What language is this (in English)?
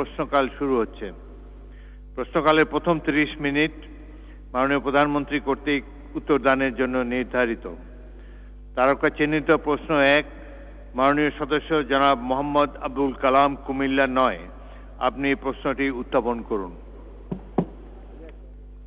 Bangla